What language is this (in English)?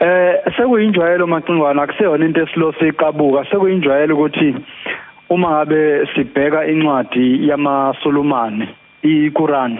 Zulu